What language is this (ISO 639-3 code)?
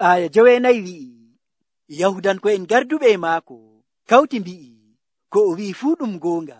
fuv